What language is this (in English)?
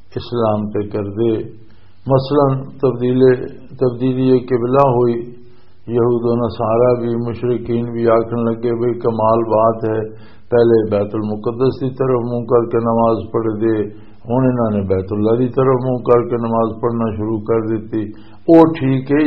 Western Panjabi